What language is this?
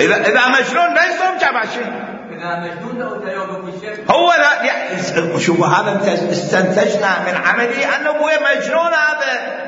Mesopotamian Arabic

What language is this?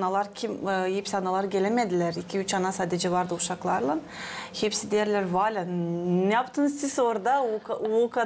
Gagauz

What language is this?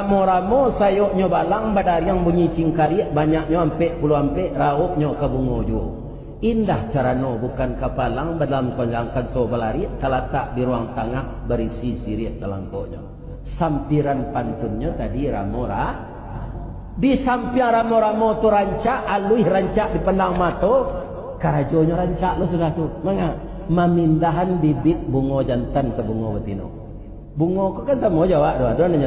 Minangkabau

